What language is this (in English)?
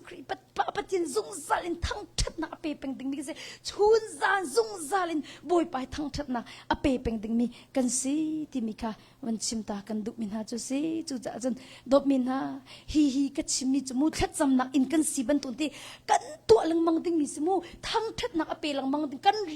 Hakha Chin